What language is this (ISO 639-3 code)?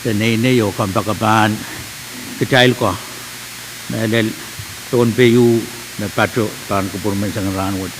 pon